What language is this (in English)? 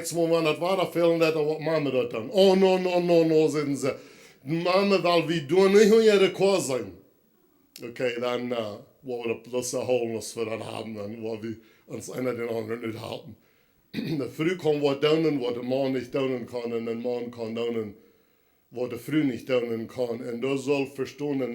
Plautdietsch